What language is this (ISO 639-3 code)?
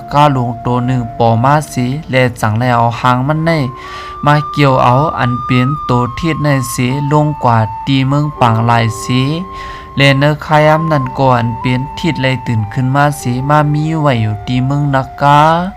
shn